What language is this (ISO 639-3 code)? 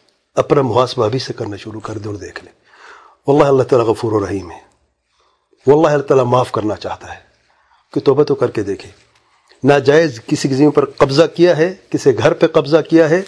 urd